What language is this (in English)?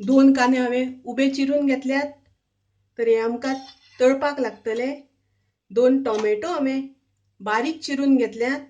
Konkani